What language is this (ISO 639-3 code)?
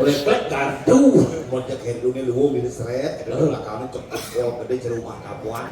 ban